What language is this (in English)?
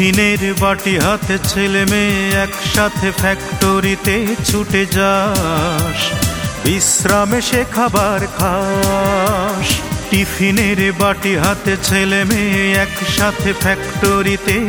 Bangla